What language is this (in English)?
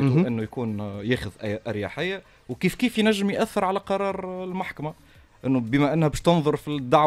Tunisian Arabic